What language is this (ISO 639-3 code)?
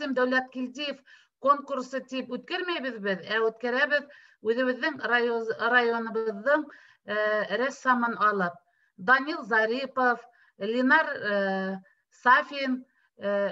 bak